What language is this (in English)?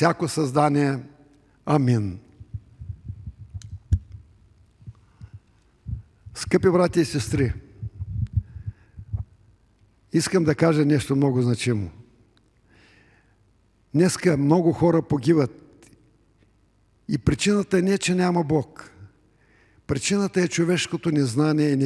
Bulgarian